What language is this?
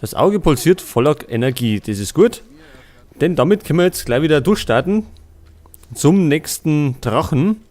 Bavarian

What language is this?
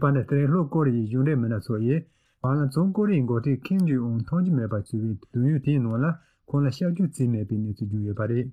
Tibetan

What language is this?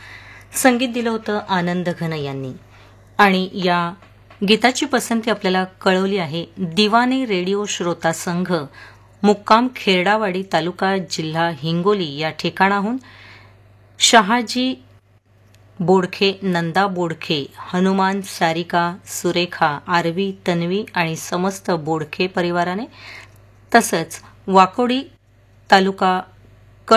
Marathi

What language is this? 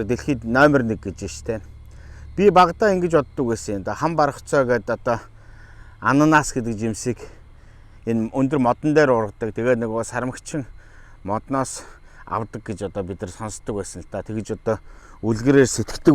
Mongolian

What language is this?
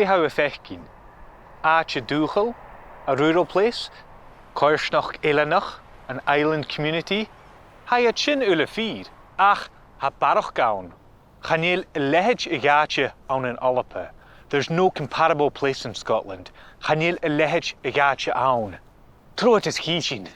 Scottish Gaelic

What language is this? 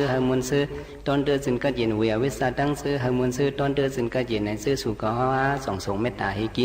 Shan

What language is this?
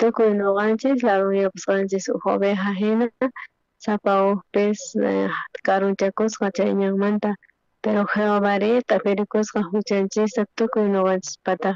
South Bolivian Quechua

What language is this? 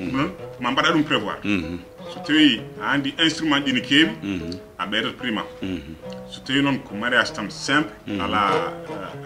Fula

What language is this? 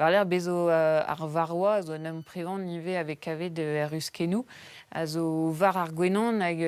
Breton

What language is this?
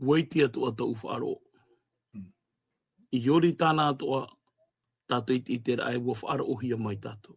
Tahitian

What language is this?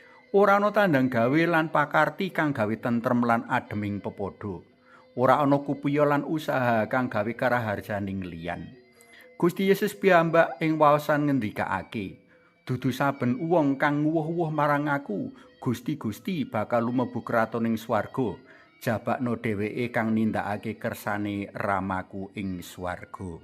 Javanese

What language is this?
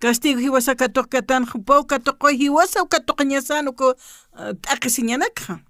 Aymara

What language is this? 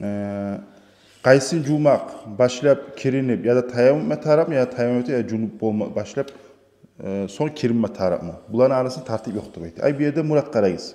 Kumyk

